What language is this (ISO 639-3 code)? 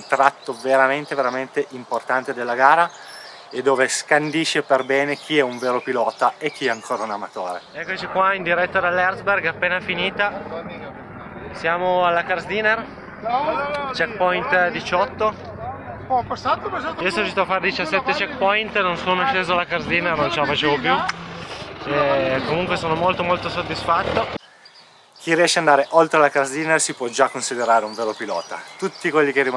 ita